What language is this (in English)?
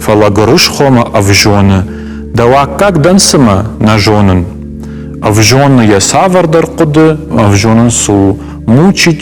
Ossetic